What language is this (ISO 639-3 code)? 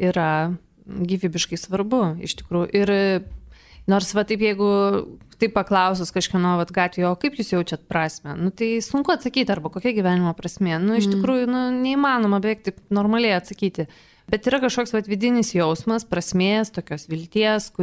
lit